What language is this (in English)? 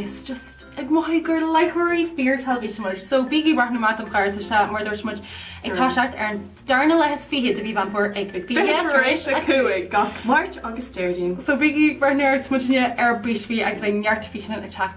Irish